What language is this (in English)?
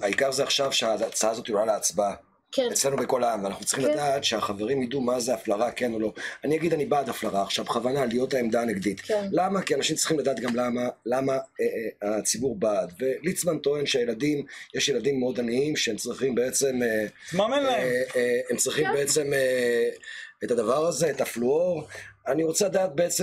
Hebrew